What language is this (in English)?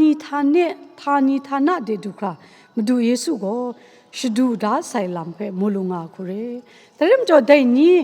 Kachin